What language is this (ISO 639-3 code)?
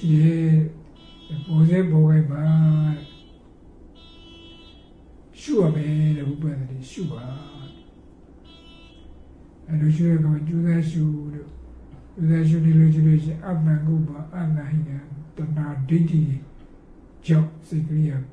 mya